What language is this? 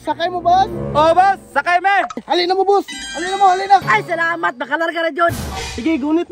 Cebuano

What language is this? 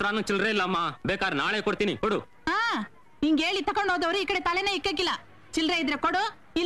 Kannada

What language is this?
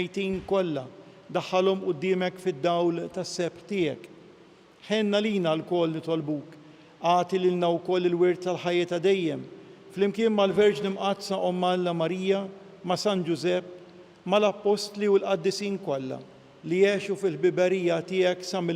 Maltese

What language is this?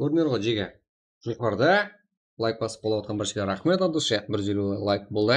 Kara-Kalpak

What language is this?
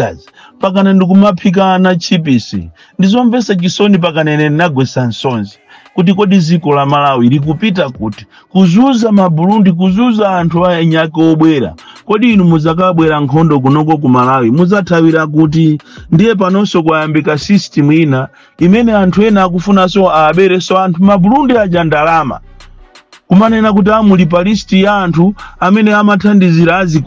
Nyanja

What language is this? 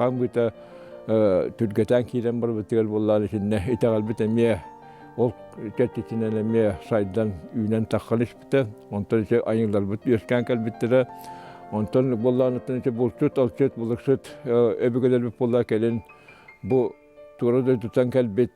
Yakut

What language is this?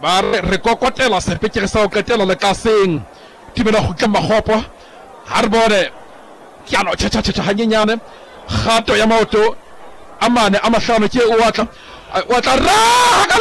Southern Sotho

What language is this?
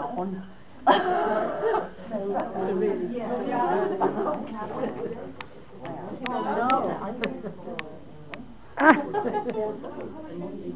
Welsh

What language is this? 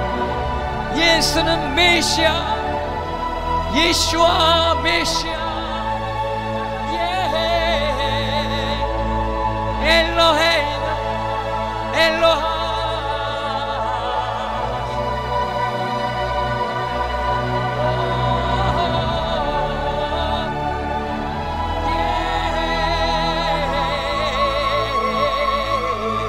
Korean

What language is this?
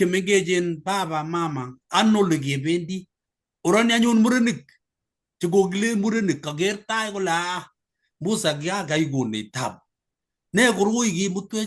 Kalenjin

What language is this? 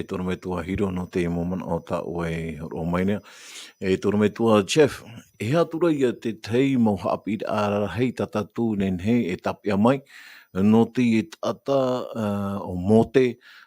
Tahitian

